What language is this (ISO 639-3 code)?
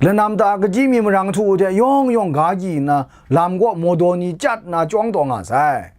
kac